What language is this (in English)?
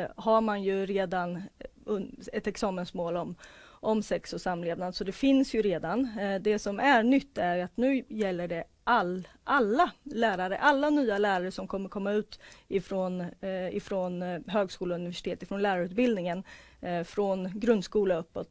Swedish